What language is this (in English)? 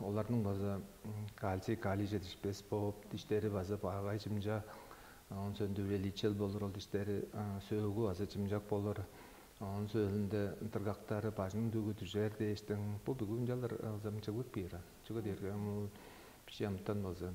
Tuvinian